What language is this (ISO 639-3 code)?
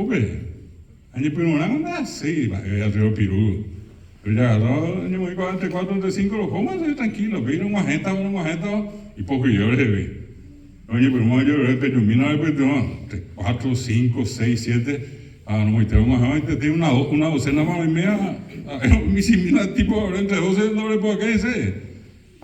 grn